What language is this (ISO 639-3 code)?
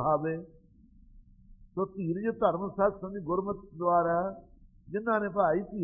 pan